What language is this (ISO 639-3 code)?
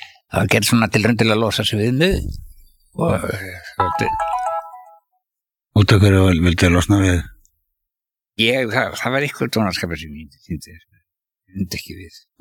isl